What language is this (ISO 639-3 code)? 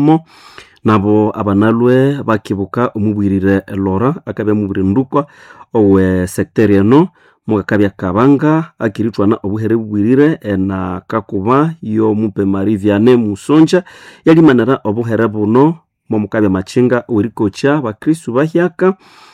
nnb